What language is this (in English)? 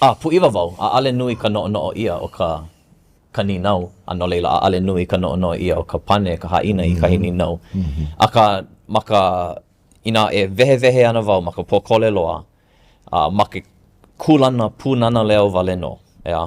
Hawaiian